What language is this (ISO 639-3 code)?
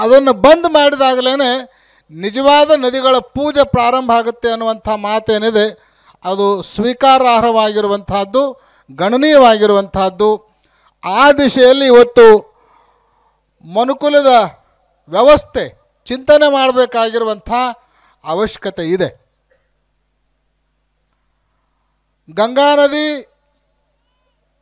kan